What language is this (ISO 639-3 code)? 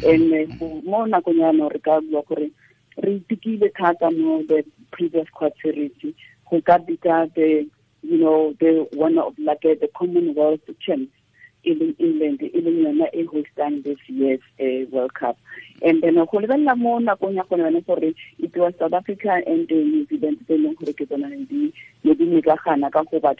tsn